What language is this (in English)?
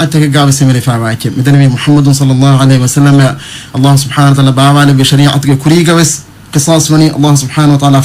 Divehi